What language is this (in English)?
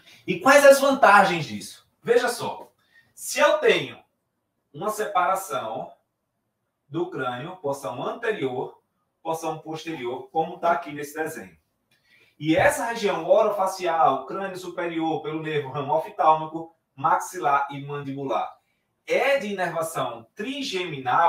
Portuguese